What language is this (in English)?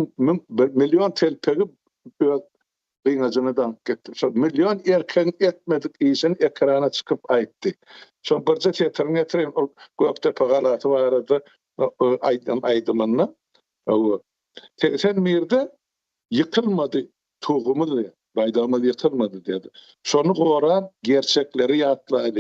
Turkmen